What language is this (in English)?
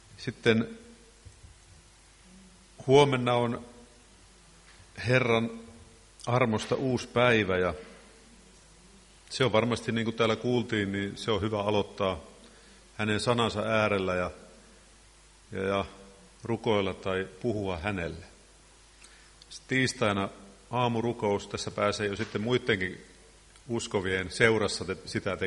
Finnish